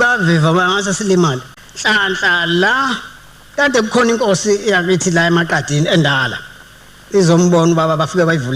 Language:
Zulu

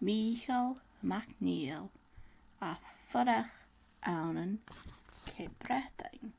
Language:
Scottish Gaelic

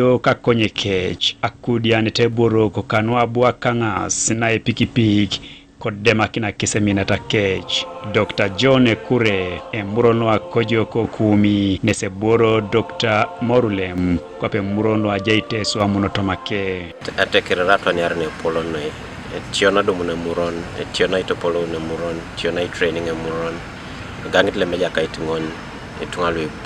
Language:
Teso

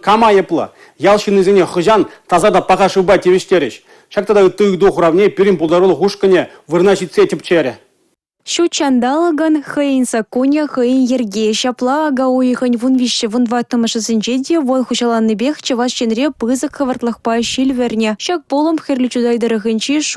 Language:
Chuvash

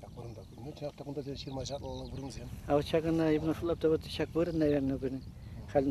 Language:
Chuvash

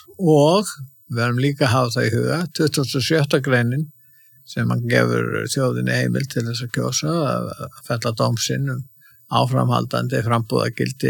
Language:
Icelandic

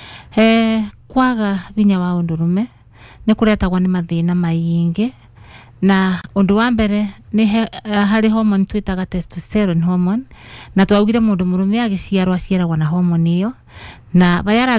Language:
Kikuyu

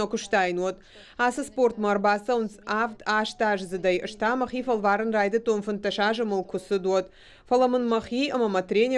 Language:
Ossetic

